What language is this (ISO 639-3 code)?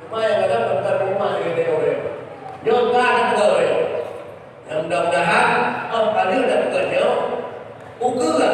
ace